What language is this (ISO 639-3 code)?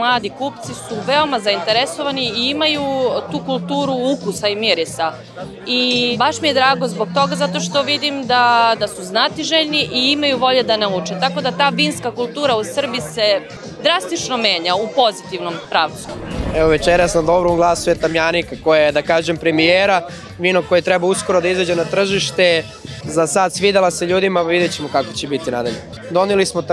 srp